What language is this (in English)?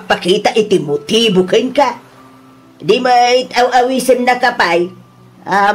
Iloko